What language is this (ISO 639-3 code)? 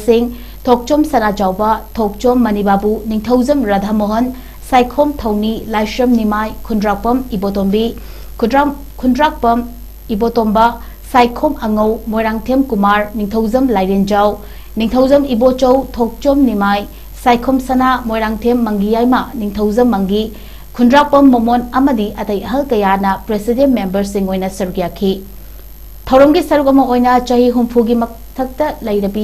mni